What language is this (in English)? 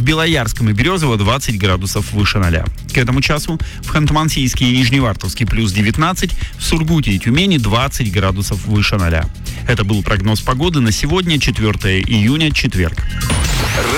Russian